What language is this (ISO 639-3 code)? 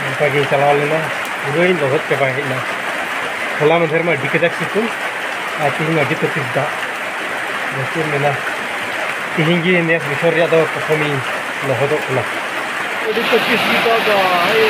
sat